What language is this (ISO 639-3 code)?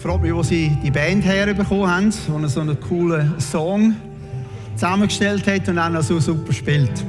gsw